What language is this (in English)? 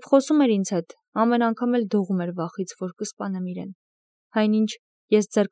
Armenian